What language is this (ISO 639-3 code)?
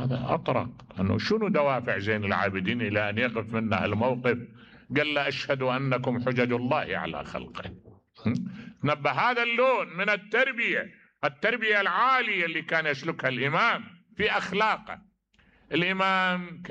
acm